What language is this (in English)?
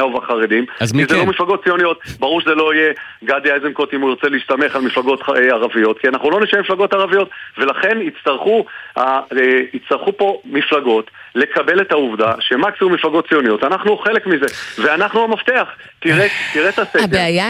Hebrew